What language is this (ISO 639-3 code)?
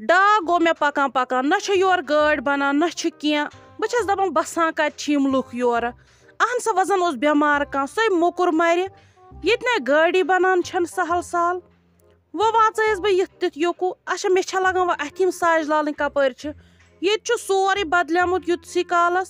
kas